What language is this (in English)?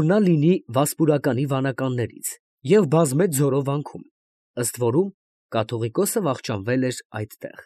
Armenian